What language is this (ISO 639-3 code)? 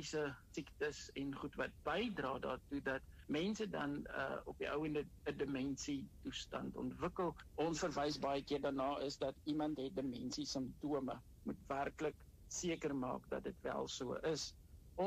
afr